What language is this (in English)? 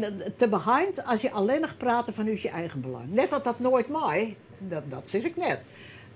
Western Frisian